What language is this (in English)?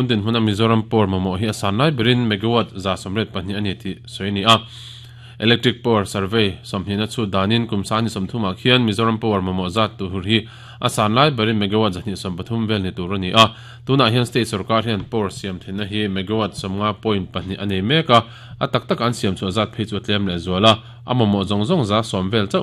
Mizo